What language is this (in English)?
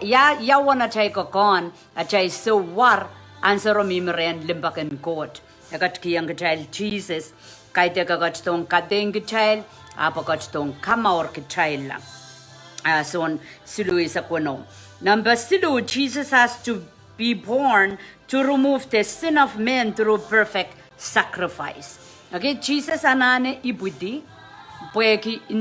Pohnpeian